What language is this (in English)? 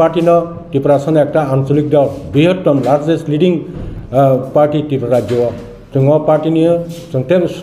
Kok Borok